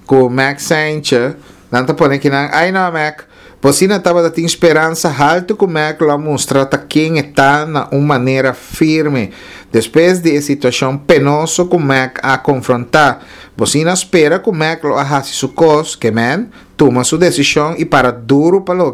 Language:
Papiamento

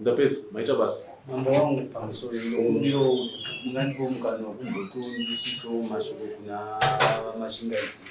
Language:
Shona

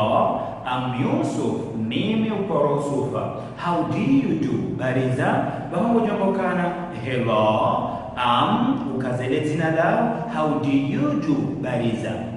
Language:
Ngazidja Comorian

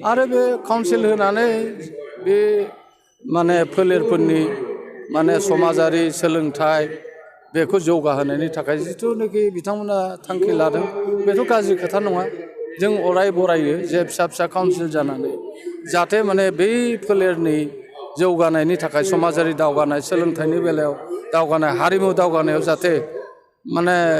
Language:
Bodo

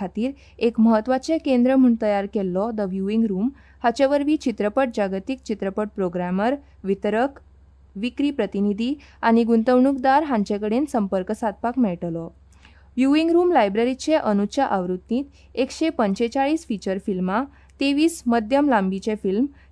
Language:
Konkani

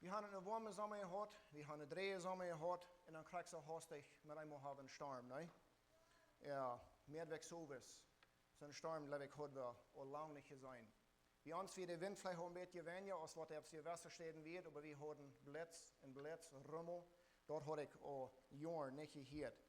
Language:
Plautdietsch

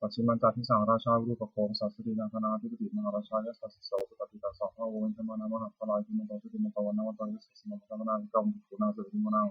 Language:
Pali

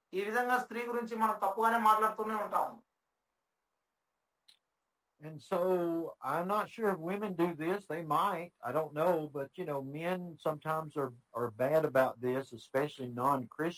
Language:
Telugu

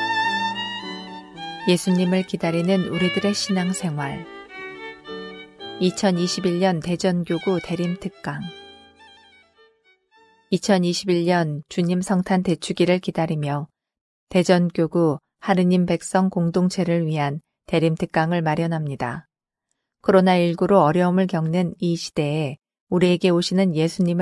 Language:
Korean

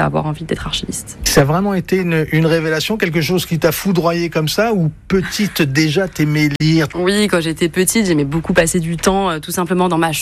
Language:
French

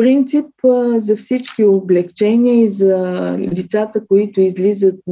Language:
Bulgarian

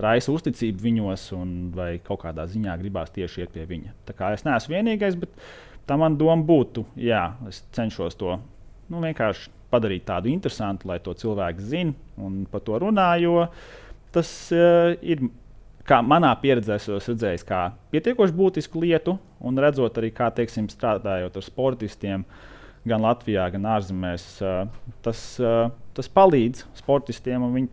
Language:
Latvian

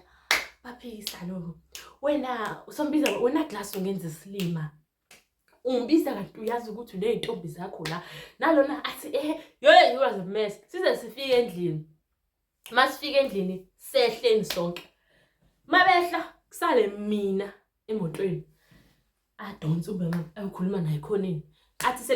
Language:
Zulu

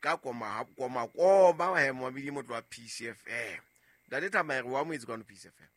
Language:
Southern Sotho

